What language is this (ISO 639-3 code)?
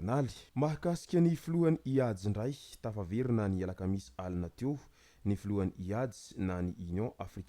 mlg